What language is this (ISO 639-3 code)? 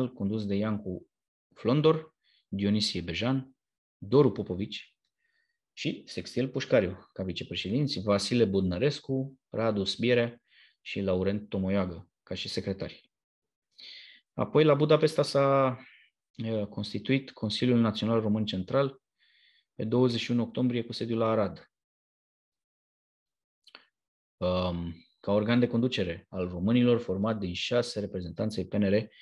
ron